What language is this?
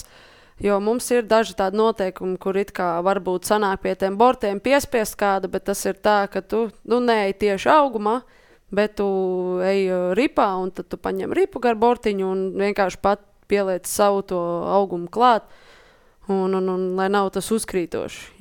Latvian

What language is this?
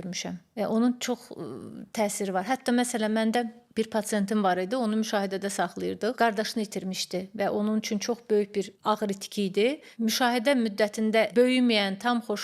Azerbaijani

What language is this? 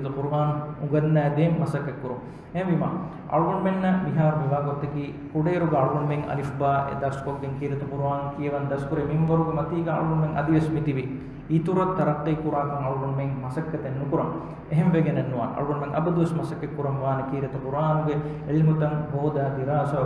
Divehi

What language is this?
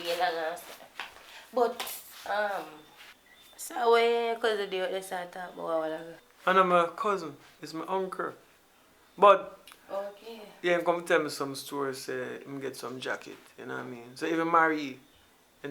Jamaican Creole English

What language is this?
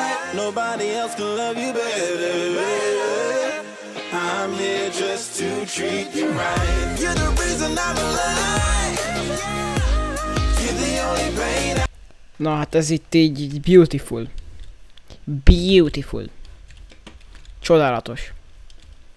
Hungarian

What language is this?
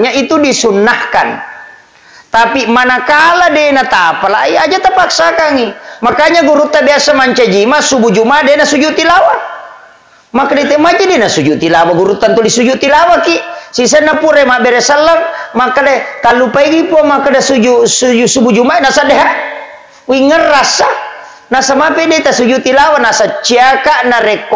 Buginese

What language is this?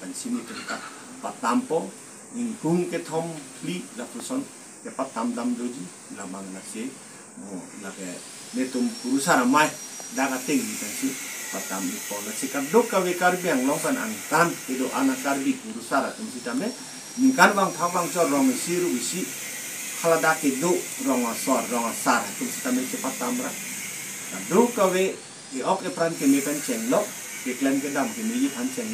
Karbi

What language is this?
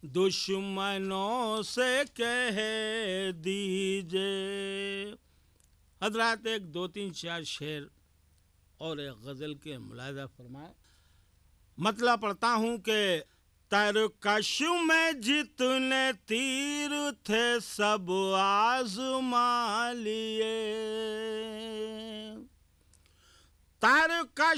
Urdu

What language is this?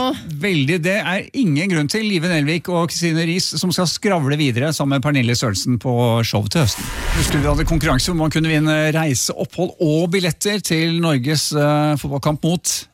Norwegian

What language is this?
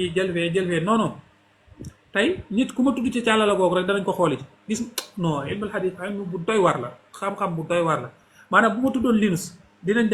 Wolof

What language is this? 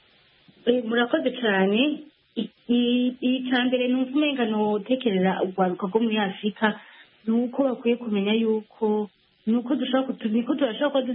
Kinyarwanda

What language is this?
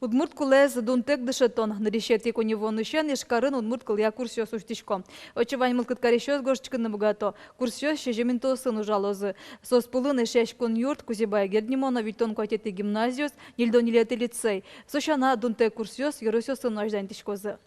Udmurt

